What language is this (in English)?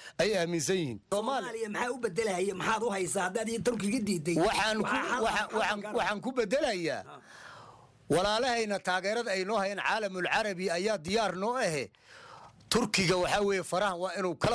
Somali